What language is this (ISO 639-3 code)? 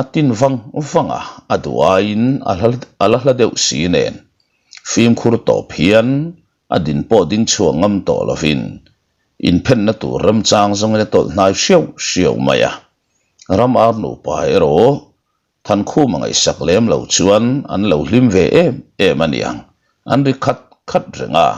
lus